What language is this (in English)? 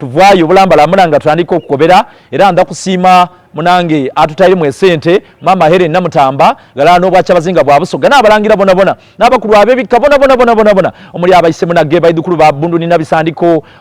Soga